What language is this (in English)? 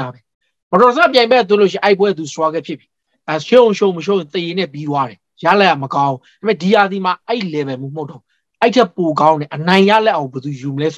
Burmese